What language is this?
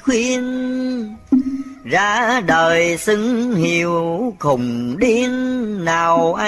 Vietnamese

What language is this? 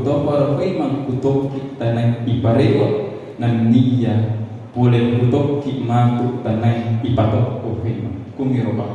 Buginese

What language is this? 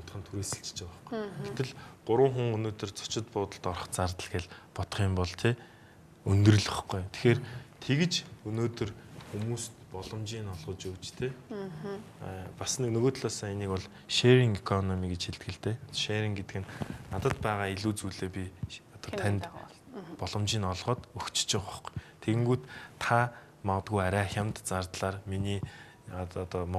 Mongolian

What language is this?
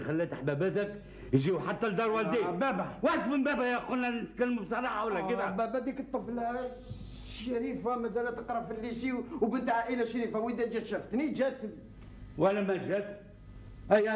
Algerian Arabic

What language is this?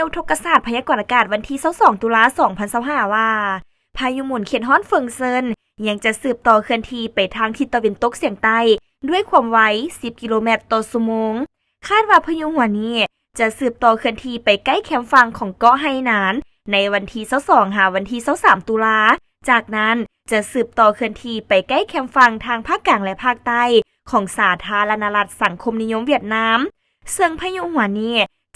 Lao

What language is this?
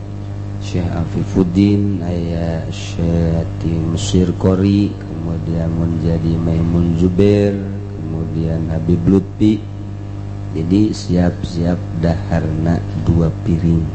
Sundanese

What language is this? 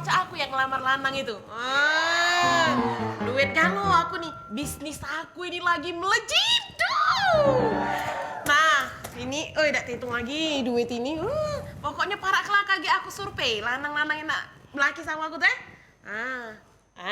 Musi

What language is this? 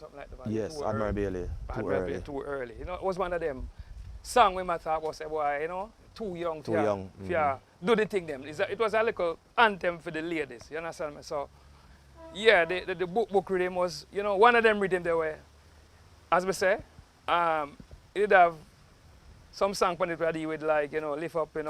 Jamaican Creole English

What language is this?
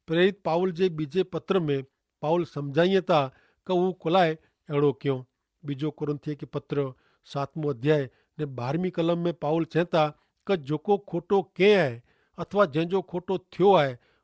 Kachhi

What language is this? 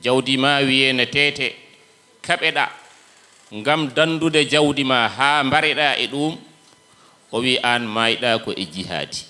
Fula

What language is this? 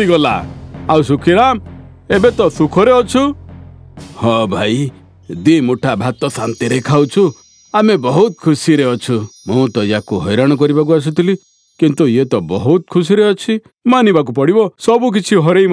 Odia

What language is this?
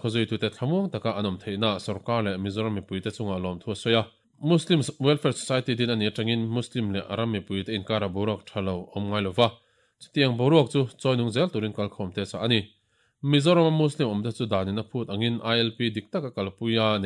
Mizo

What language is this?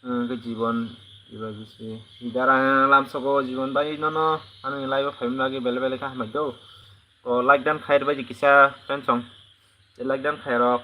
Kok Borok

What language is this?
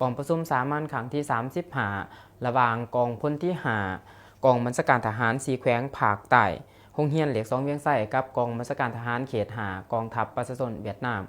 Lao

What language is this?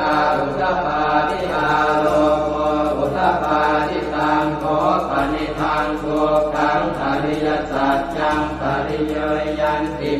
Pali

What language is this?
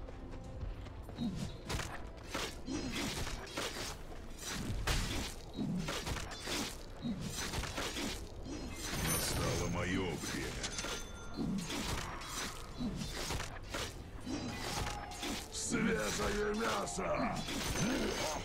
Russian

